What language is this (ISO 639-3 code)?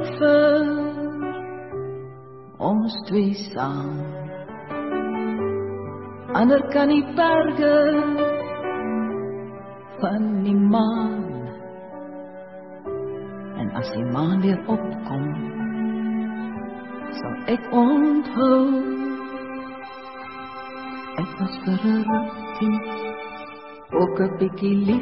afr